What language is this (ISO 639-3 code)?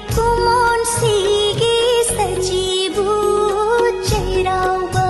mni